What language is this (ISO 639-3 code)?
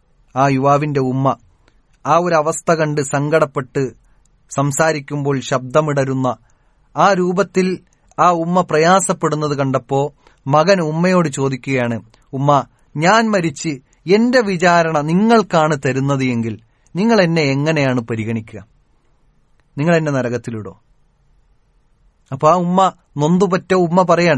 mal